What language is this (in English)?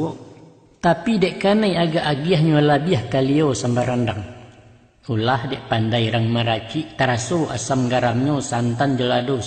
Minangkabau